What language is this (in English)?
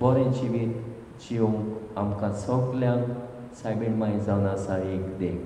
Konkani